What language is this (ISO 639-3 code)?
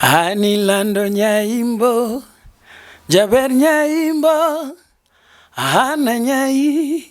luo